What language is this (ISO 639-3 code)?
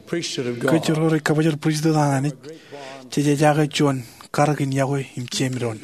mah